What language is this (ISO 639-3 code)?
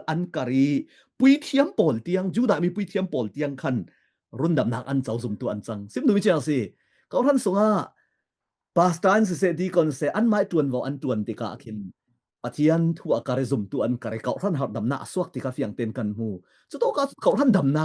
cfm